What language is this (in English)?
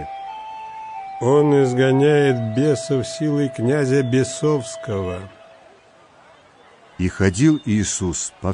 Russian